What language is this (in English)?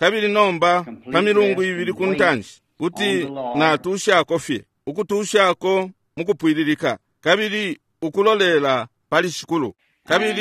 Bemba